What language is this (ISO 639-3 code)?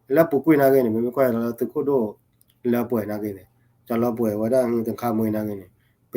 ksw